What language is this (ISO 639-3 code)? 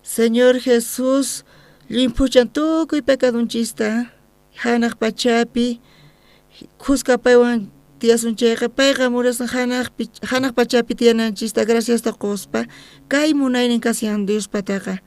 quh